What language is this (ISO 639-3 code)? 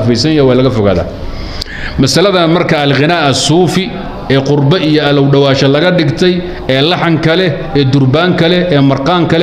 som